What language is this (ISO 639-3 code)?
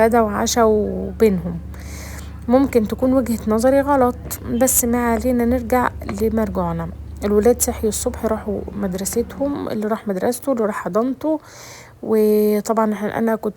arz